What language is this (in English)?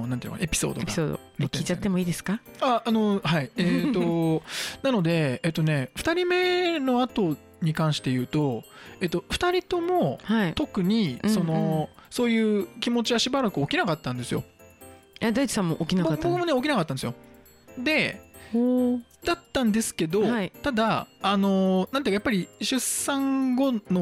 Japanese